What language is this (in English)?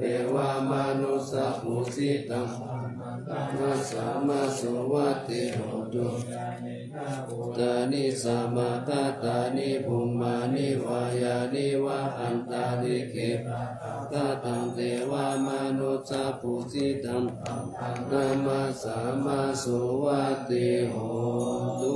Pali